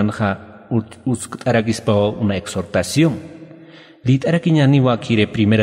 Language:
Aymara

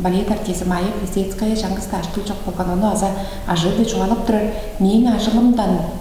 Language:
Tuvinian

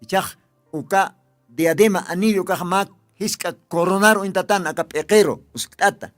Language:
Aymara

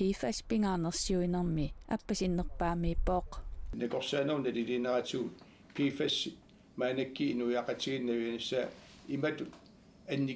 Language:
Kalaallisut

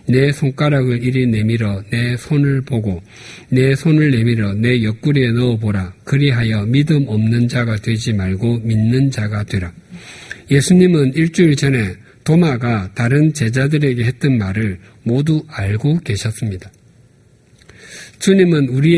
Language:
Korean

